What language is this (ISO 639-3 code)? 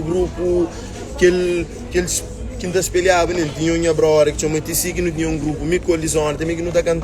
kea